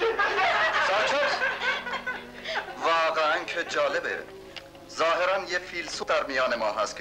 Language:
Persian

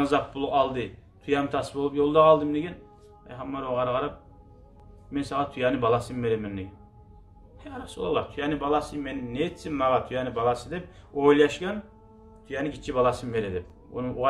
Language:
Kumyk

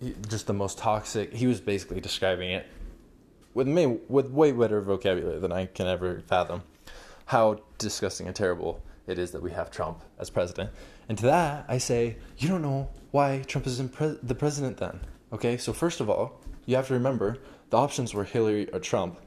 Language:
English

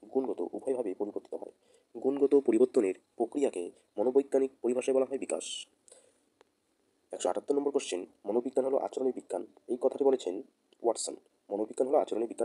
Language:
Bangla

